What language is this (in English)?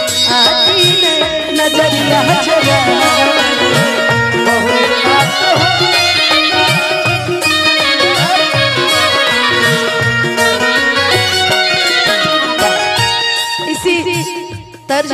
Bhojpuri